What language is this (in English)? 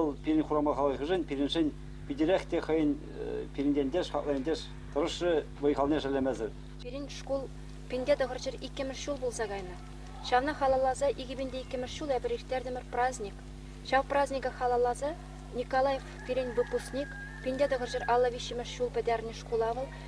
Chuvash